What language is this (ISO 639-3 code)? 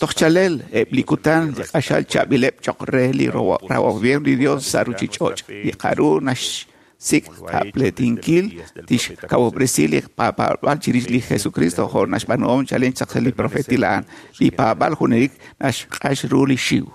kek